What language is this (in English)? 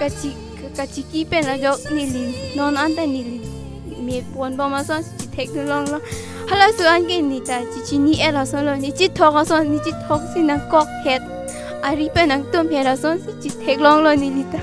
Karbi